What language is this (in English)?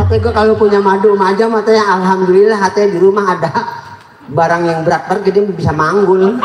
Betawi